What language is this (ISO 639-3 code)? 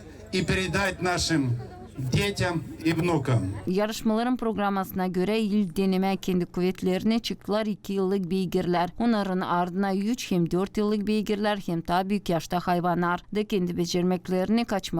gag